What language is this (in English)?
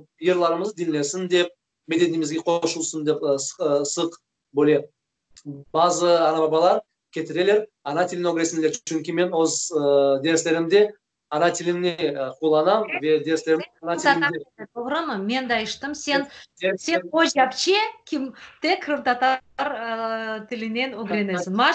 Crimean Tatar